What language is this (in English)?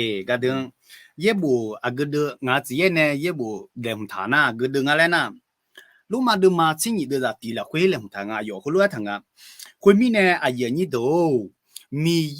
Akha